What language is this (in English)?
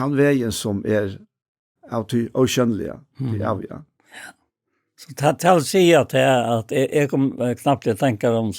Faroese